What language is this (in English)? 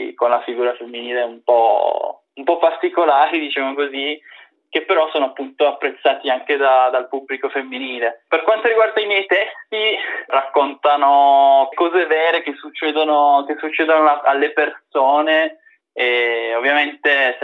Italian